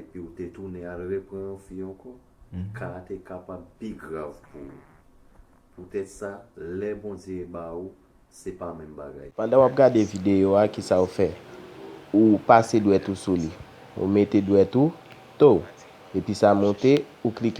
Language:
Haitian Creole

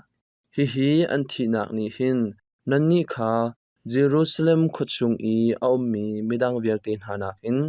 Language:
Hakha Chin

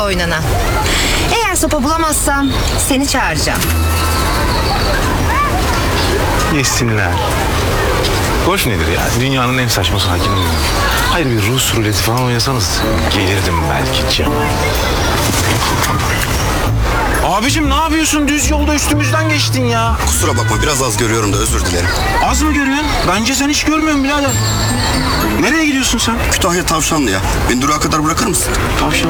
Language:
Turkish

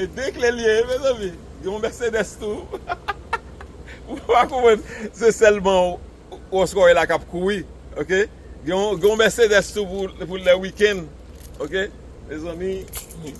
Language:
Haitian Creole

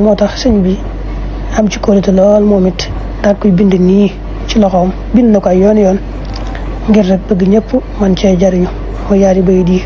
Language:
Wolof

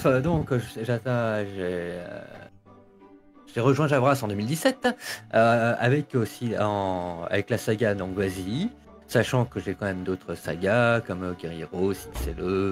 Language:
French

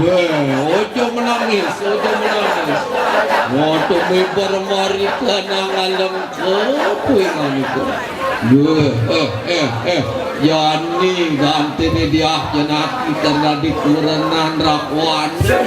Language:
Balinese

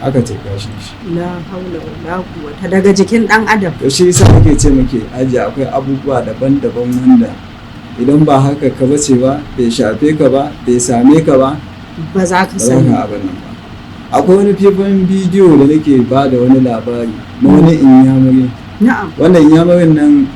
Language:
Hausa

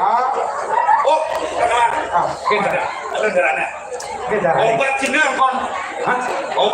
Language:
Balinese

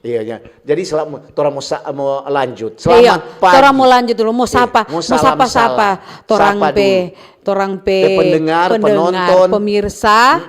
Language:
Manado Malay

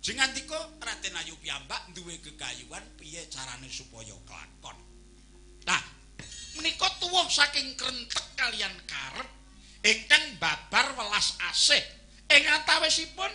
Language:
Javanese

